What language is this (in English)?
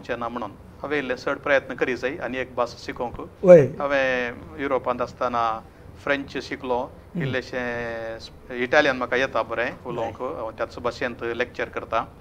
Konkani